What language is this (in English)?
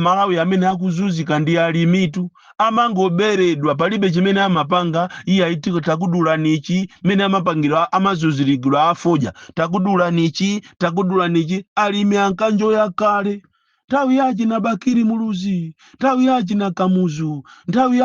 Nyanja